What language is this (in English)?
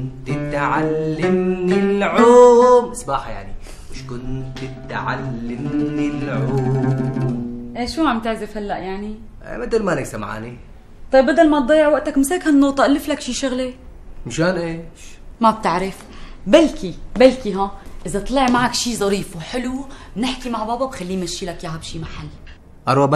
North Levantine Arabic